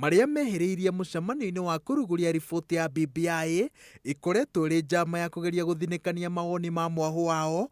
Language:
Kikuyu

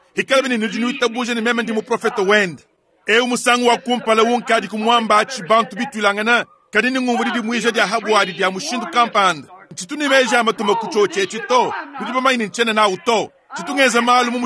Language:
Luba-Lulua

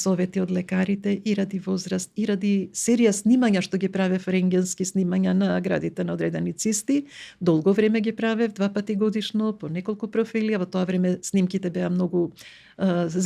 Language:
Macedonian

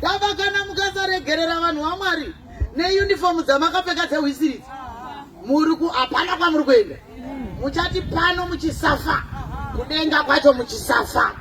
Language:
Shona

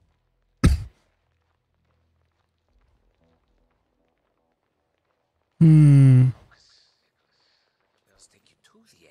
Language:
English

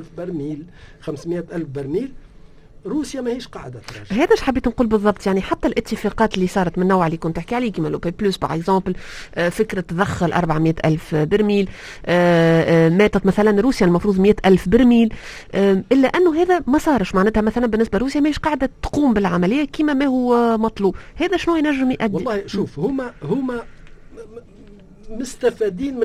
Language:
Tunisian Arabic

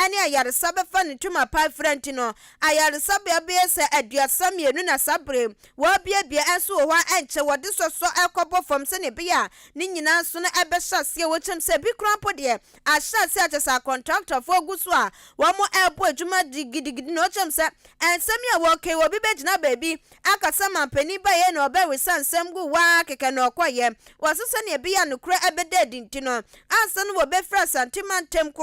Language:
Akan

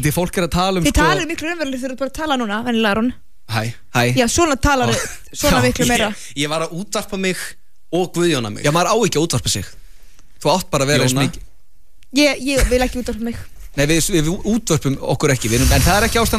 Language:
Icelandic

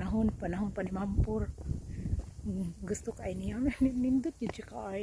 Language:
Cebuano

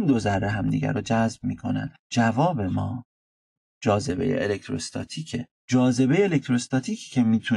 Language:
Persian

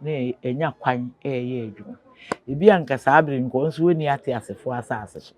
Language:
Akan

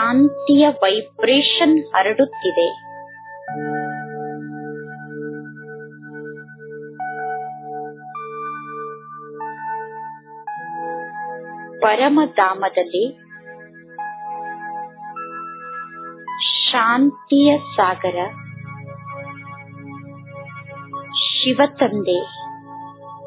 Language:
Kannada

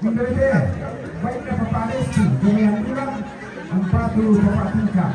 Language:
Toraja-Sa'dan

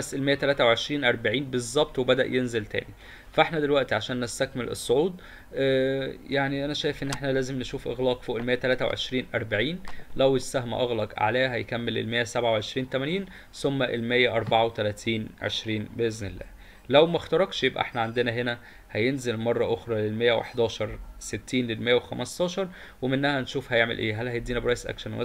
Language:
Egyptian Arabic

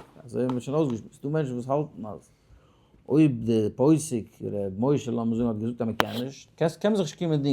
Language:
Yiddish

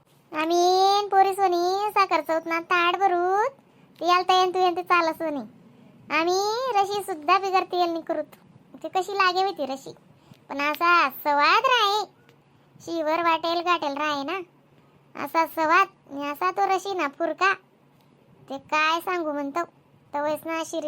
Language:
Khandesi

